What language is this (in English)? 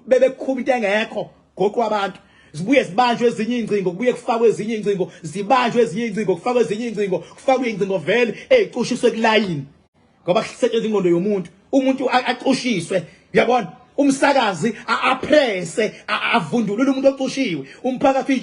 Zulu